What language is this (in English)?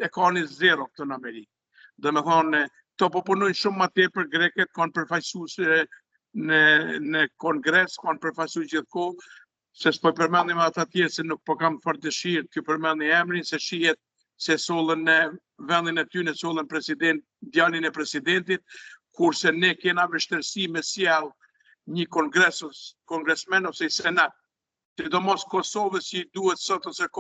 Albanian